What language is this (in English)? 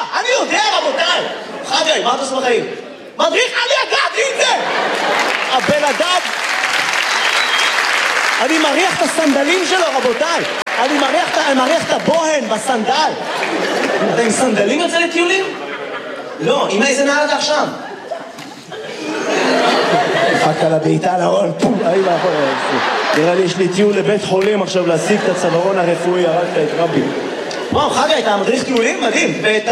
Hebrew